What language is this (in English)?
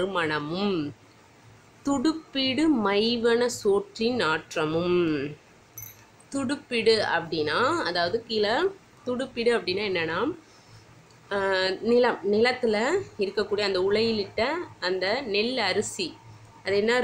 Tamil